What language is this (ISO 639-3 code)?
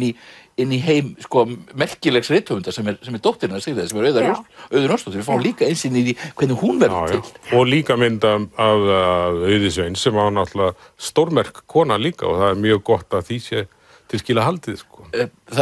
isl